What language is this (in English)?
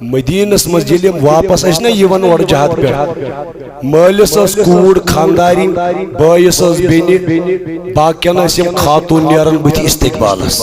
Kashmiri